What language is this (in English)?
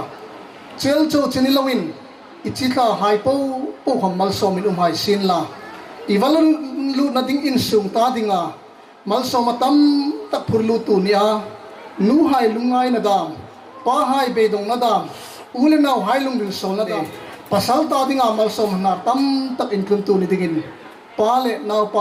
Hmar